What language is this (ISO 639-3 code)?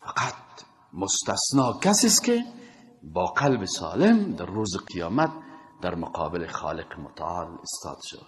fas